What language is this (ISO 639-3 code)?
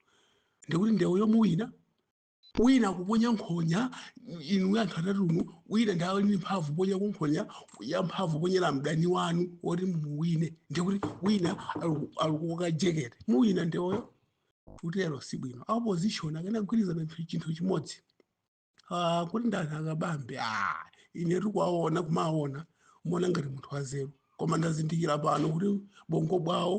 nya